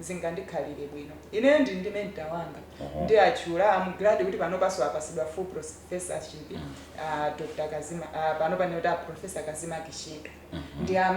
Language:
Nyanja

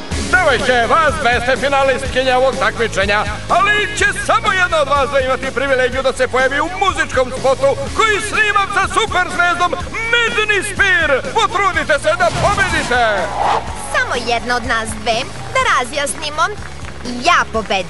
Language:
Serbian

